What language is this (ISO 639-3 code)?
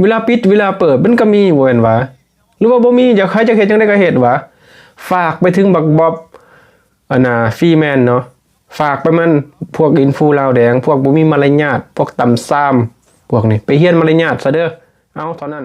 lao